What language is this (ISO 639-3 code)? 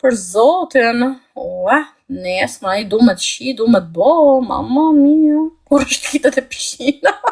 sqi